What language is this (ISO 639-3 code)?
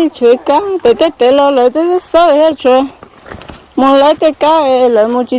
hmn